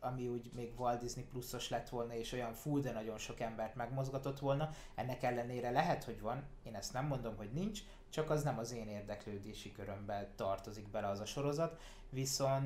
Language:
Hungarian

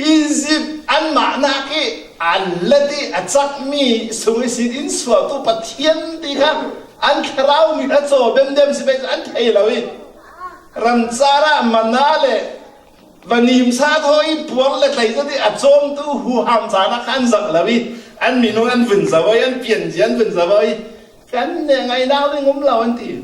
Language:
Falam Chin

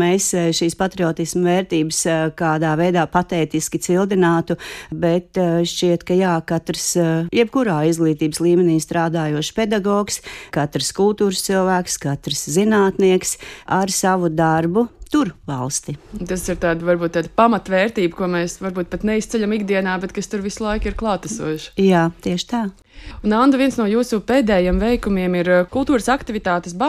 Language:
Latvian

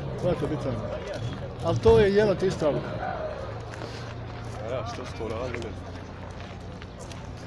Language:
Croatian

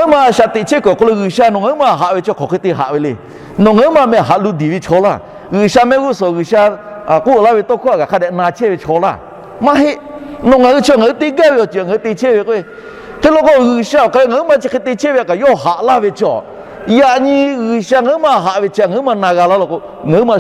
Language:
Lahu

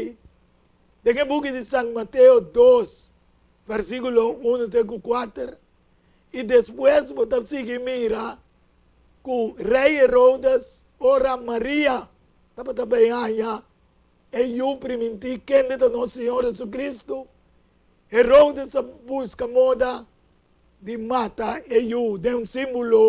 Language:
Papiamento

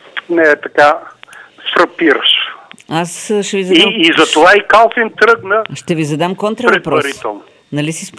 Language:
Bulgarian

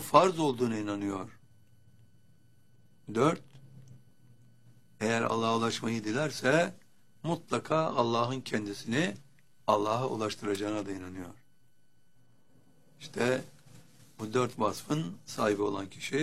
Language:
Turkish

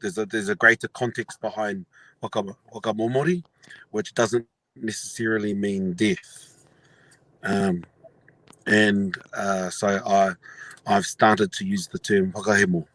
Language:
Māori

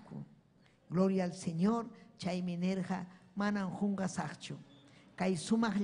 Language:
Ayacucho Quechua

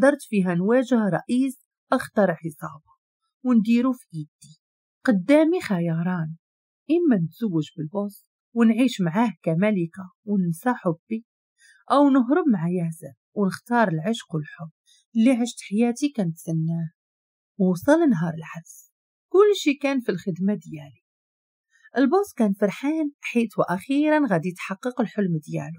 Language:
Moroccan Arabic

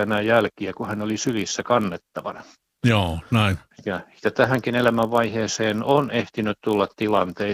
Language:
Finnish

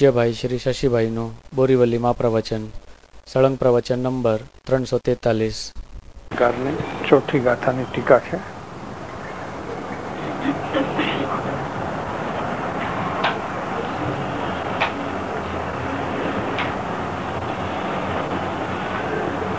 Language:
Gujarati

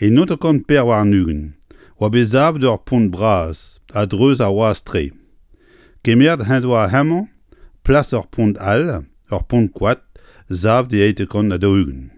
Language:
Breton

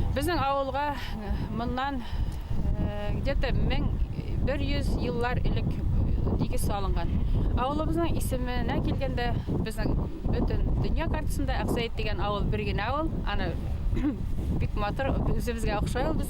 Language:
Bashkir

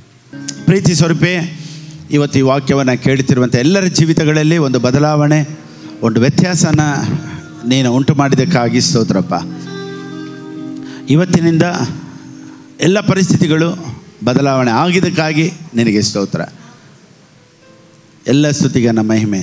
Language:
Kannada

